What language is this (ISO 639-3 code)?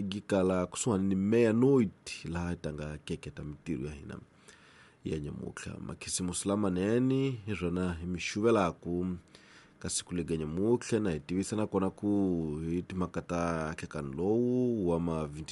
tso